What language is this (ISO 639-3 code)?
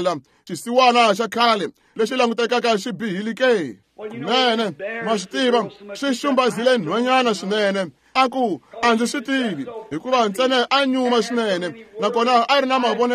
tso